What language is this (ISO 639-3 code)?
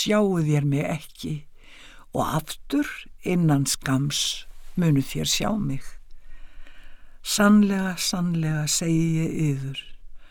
isl